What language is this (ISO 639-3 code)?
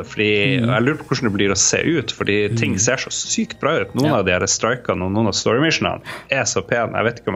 nor